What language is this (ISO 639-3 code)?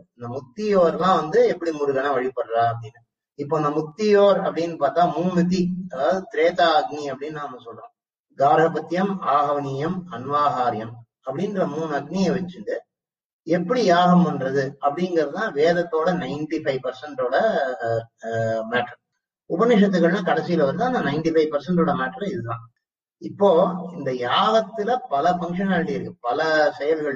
tam